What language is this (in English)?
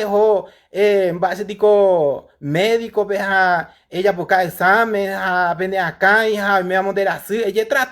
Guarani